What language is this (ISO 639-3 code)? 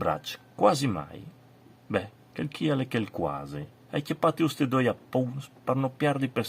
fur